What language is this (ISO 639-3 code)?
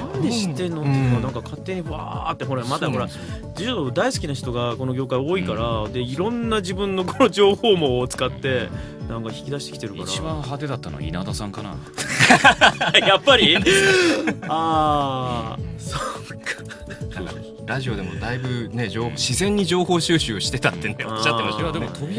jpn